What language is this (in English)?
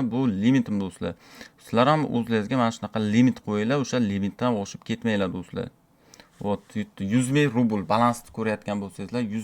Uzbek